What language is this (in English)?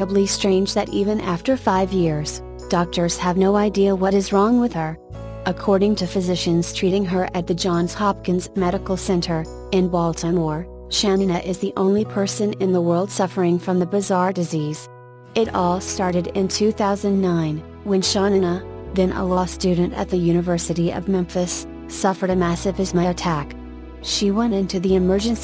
English